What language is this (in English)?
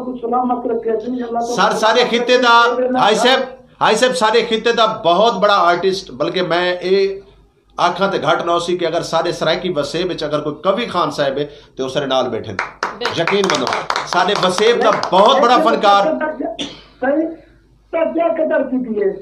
Saraiki